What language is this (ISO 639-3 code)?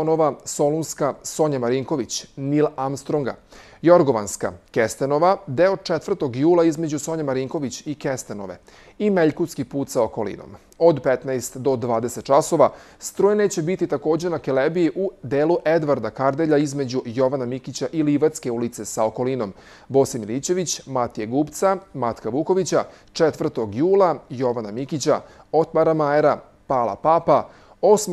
srp